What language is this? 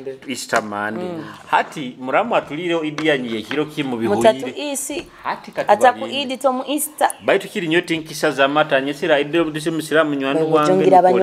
Nyoro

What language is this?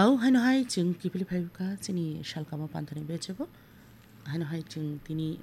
Kok Borok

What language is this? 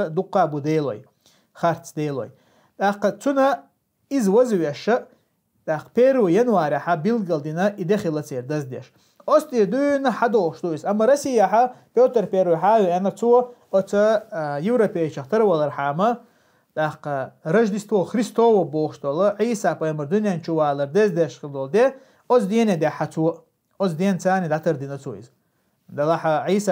Chechen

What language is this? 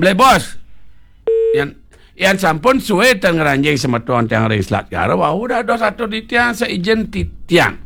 Balinese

